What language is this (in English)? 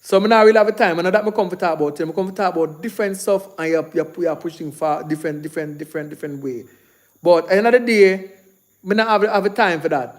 Jamaican Creole English